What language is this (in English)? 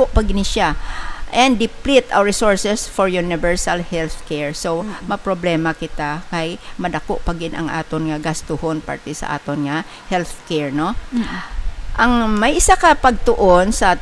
Hiligaynon